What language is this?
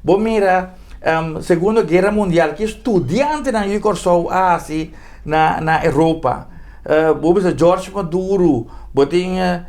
Papiamento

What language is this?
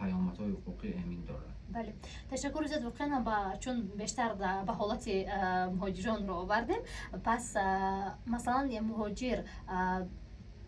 Tajik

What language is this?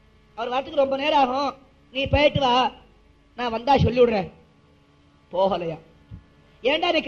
Tamil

